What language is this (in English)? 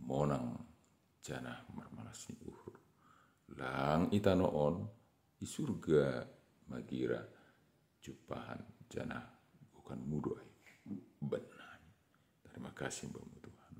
Batak Simalungun